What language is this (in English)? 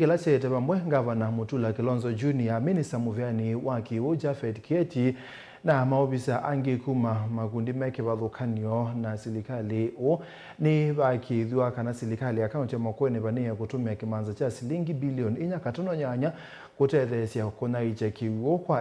Kamba